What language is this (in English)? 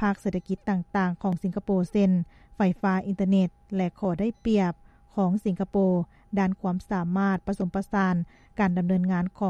Lao